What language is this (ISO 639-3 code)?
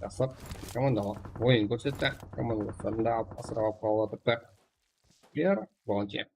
kaa